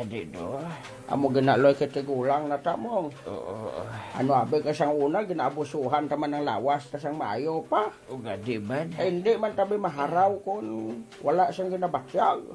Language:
Hiligaynon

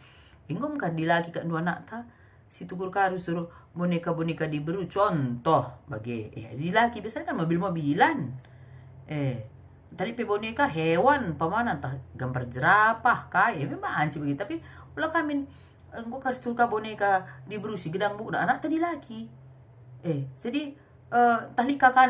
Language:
Batak Karo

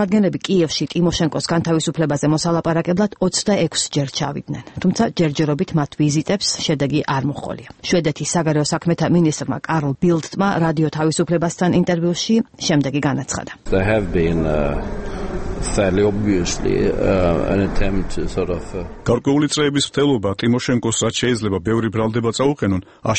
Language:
Georgian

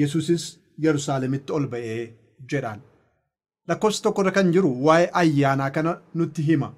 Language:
Oromo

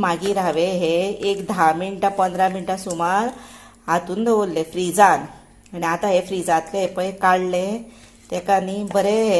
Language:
Konkani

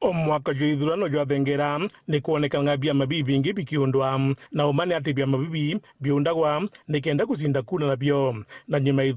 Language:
Meru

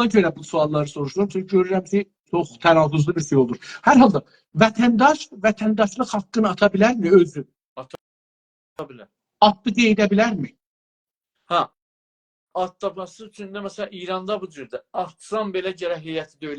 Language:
South Azerbaijani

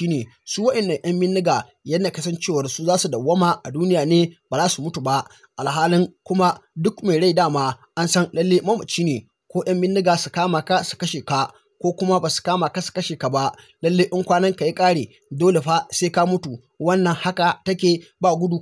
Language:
Hausa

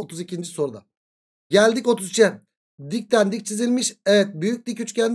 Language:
Turkish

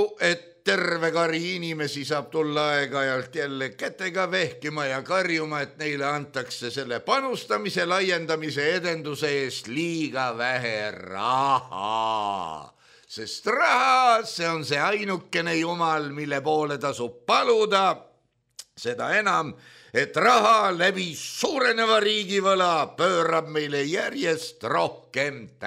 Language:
Estonian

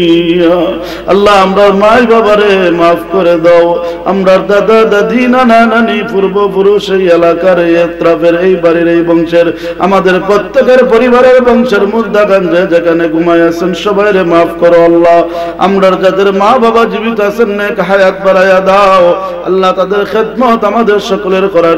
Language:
Bangla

